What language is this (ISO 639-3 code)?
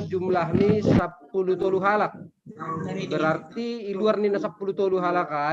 bts